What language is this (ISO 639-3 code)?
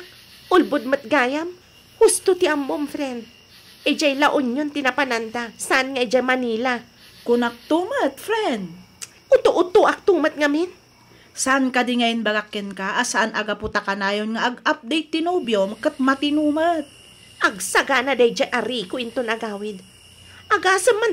ilo